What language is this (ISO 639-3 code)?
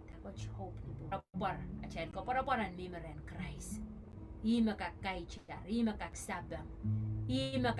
pon